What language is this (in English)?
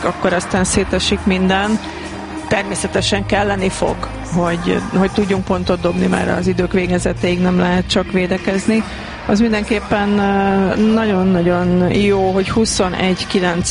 Hungarian